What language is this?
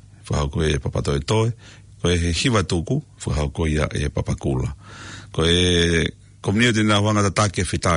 Tongan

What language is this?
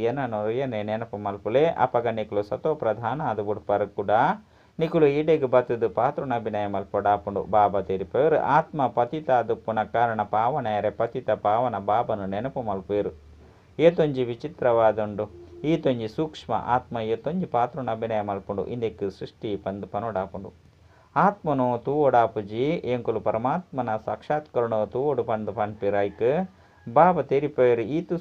Tulu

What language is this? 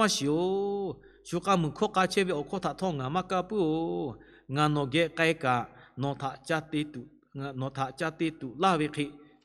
Lahu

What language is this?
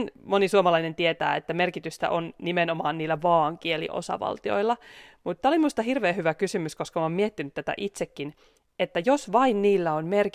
Finnish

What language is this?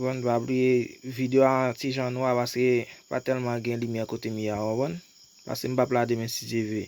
Haitian Creole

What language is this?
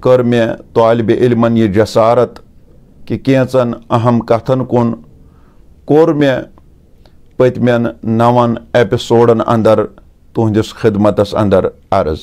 Kashmiri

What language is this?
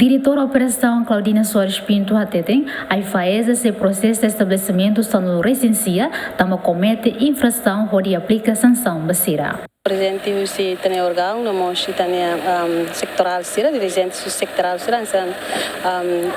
Tetum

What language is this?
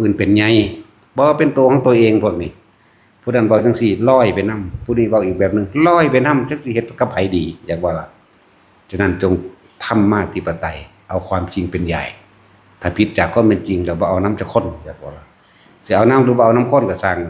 Lao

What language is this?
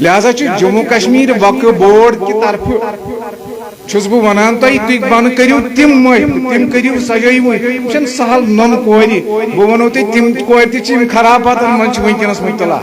Kashmiri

